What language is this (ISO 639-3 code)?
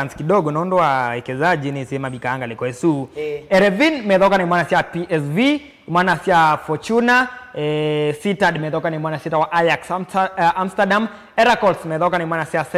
kam